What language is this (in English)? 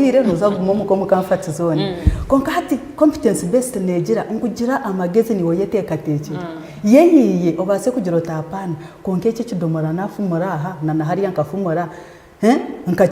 Nyankole